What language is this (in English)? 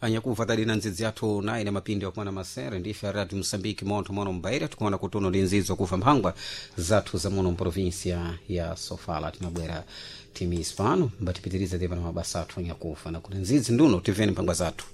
Sena